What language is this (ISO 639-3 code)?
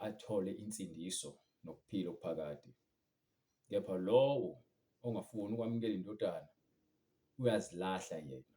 zul